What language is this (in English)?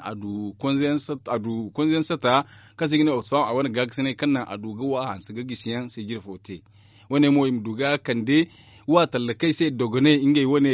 Zarma